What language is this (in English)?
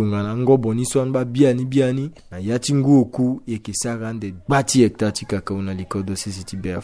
Sango